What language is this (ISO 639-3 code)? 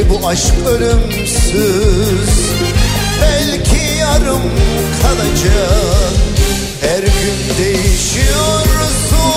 tur